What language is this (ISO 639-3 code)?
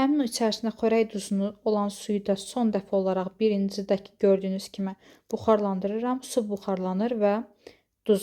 aze